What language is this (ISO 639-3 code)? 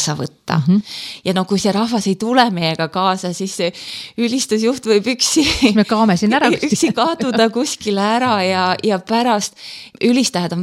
est